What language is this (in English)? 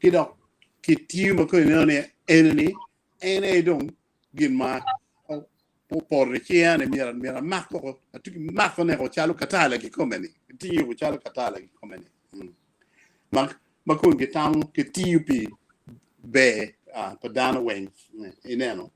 Acoli